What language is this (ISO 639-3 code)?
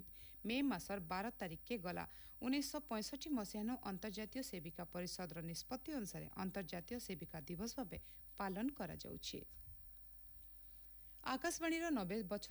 ori